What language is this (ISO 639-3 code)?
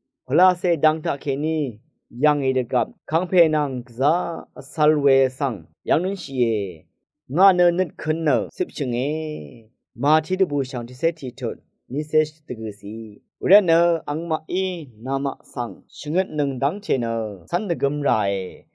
raw